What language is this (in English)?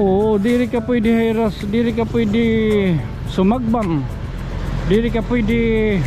Waray